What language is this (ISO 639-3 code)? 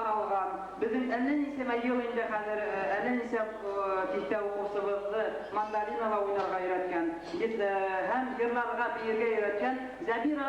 bak